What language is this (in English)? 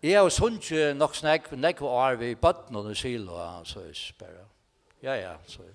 Faroese